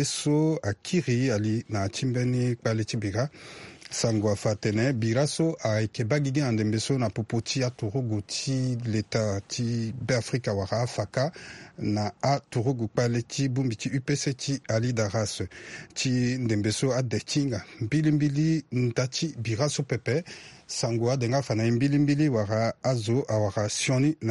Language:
Sango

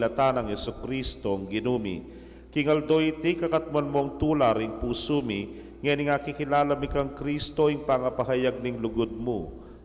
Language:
Pampanga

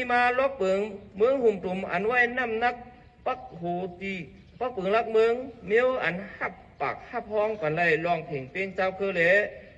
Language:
Shan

